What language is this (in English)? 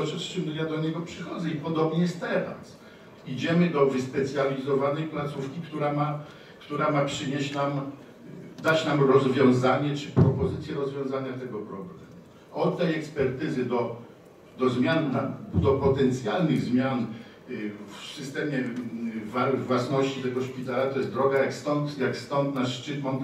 Polish